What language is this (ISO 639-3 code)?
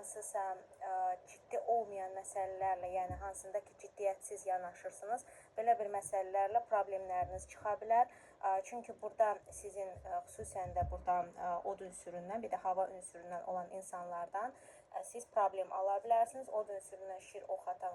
aze